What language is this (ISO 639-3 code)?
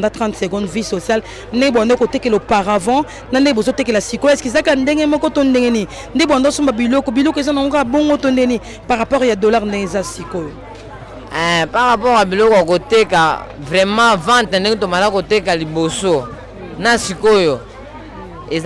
lin